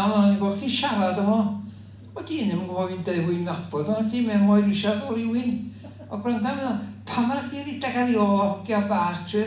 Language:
Welsh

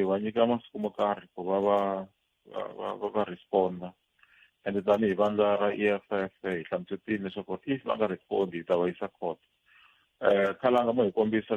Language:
Tsonga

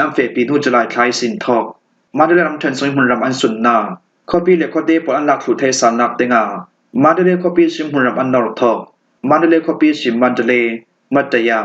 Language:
Falam Chin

